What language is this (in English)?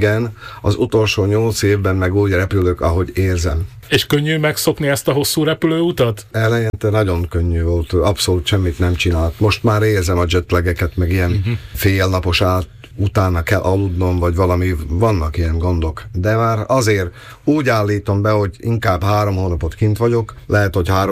Hungarian